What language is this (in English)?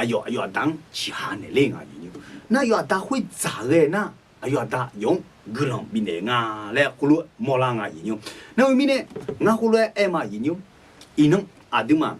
Akha